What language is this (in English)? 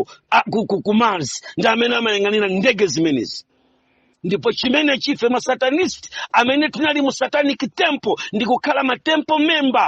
Nyanja